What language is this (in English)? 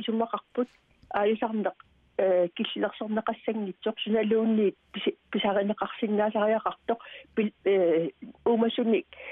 Kalaallisut